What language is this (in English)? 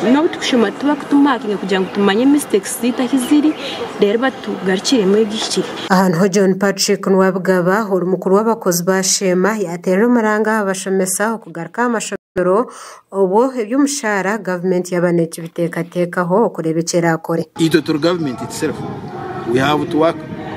Nyankole